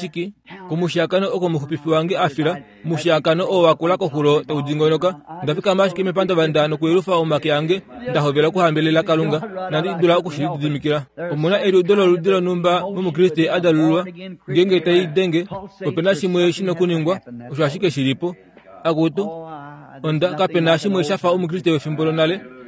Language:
Kuanyama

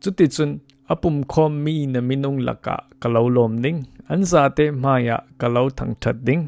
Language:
Falam Chin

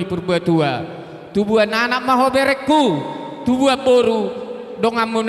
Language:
Batak Toba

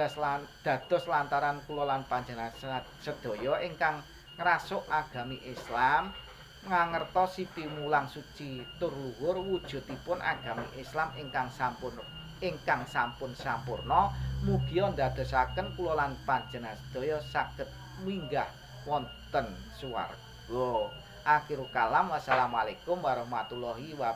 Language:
Javanese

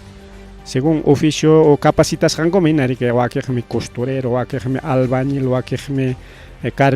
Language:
Ayacucho Quechua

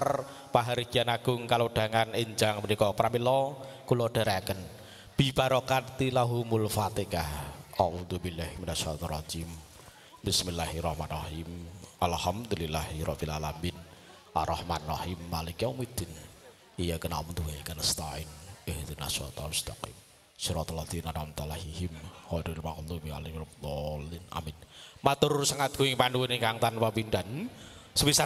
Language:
Javanese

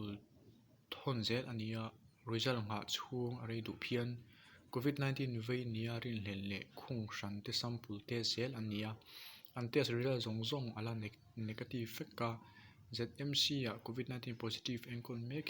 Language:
Mizo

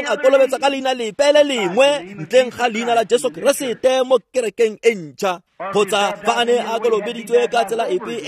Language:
Tswana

